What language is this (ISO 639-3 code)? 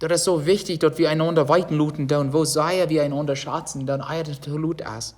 pdt